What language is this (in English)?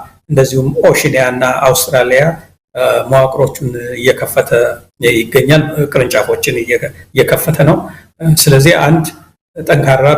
Amharic